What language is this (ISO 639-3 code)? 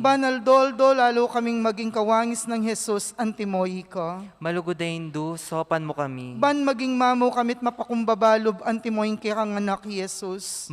pam